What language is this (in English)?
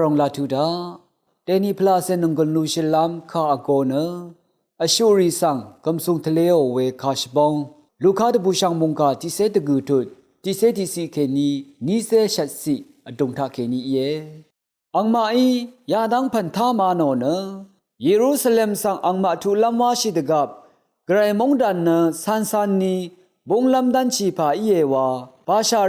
Rawang